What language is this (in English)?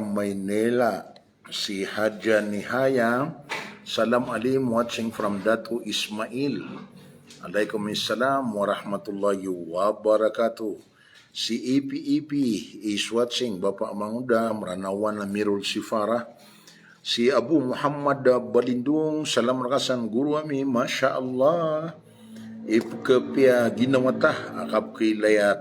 Maranao